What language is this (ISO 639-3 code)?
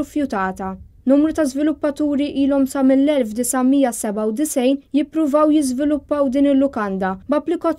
mlt